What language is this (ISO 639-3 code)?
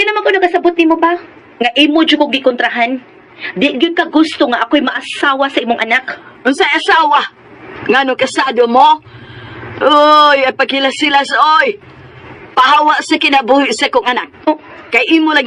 ceb